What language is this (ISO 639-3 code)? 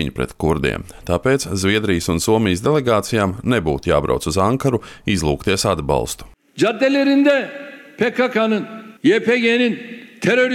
lav